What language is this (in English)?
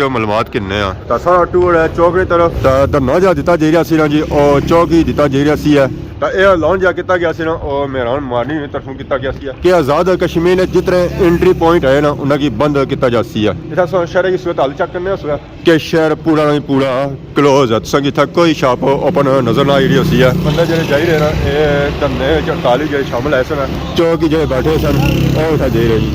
Pahari-Potwari